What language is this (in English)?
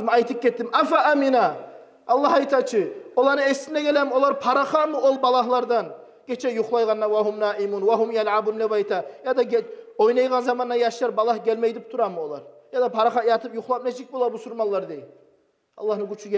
Kumyk